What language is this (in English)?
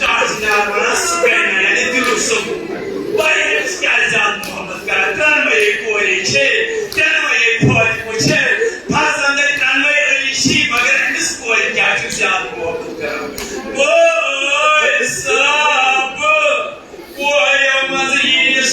Kashmiri